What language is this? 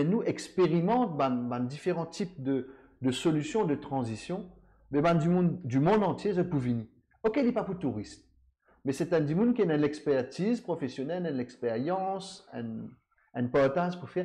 Morisyen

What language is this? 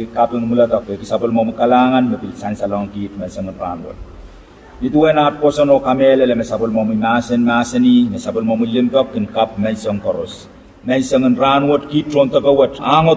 Pohnpeian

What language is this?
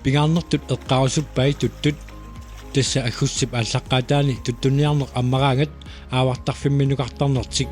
Kalaallisut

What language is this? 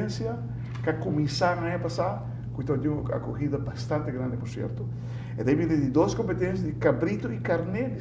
Papiamento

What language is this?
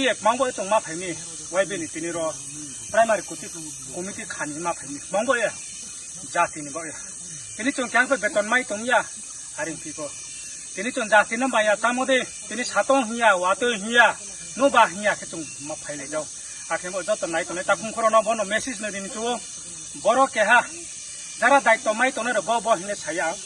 Riang (India)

